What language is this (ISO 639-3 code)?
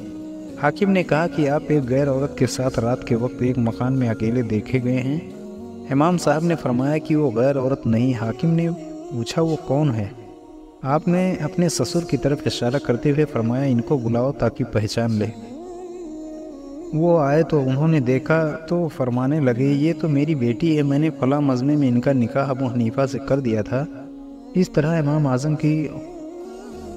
urd